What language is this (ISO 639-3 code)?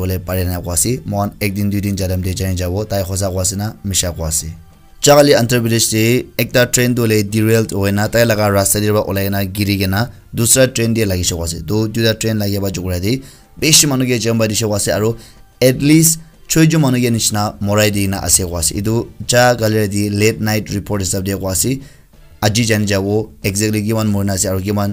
nag